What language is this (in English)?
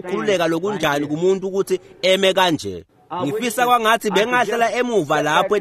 Swati